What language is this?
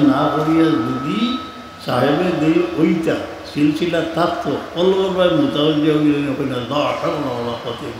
Sylheti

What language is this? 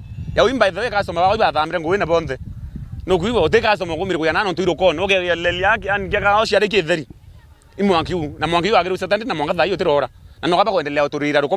Meru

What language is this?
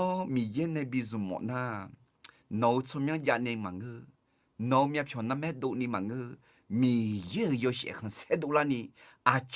Akha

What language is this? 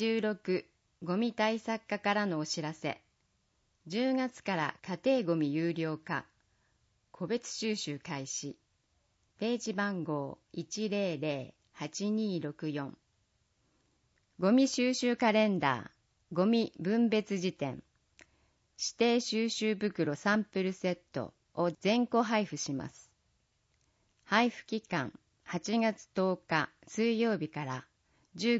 Japanese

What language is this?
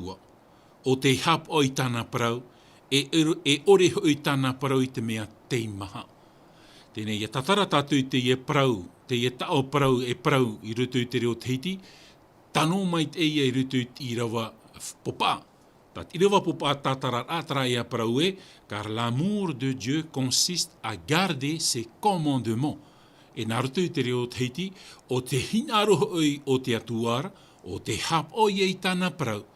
Tahitian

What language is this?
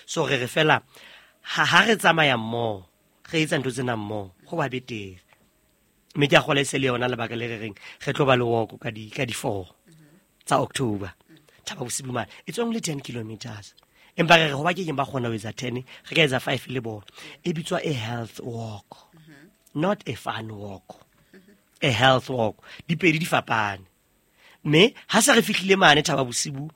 Southern Sotho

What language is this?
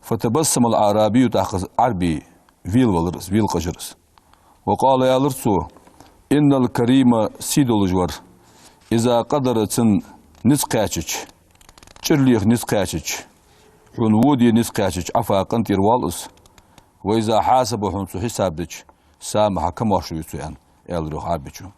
Ingush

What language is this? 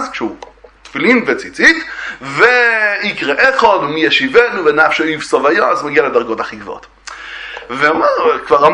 Hebrew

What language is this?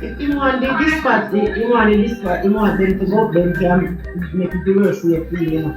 Jamaican Creole English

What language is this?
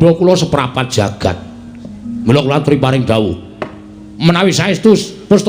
Javanese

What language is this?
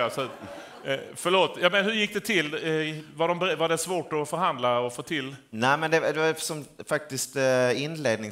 Swedish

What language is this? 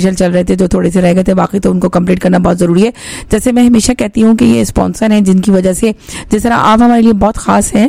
Hindi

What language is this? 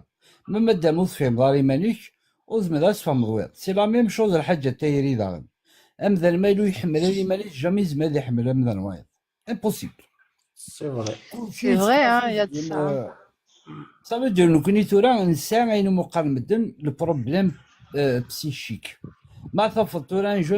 Kabyle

